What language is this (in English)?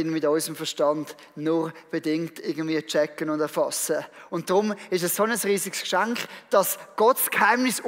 Swiss German